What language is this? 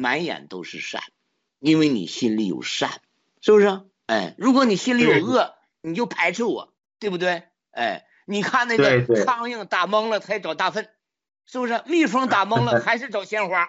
Chinese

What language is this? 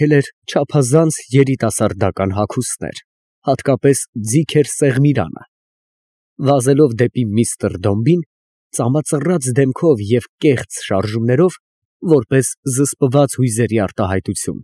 Armenian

